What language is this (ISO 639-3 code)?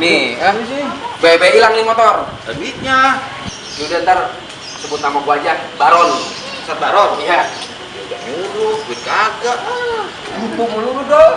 bew